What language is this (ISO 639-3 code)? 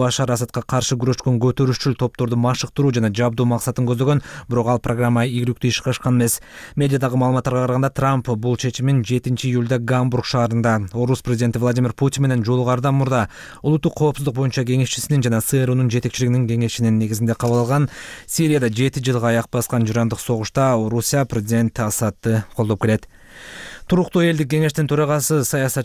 kir